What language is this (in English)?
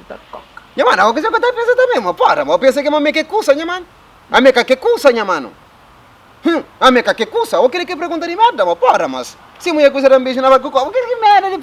Kabuverdianu